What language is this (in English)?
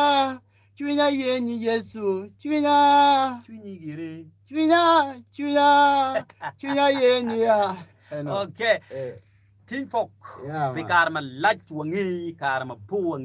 Acoli